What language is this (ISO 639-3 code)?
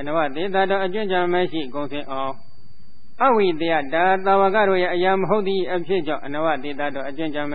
mya